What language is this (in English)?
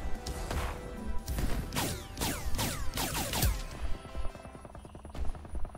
Filipino